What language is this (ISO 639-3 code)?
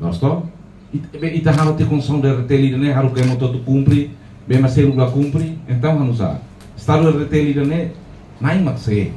tet